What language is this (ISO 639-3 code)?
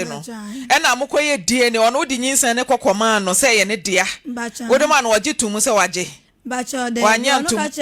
aka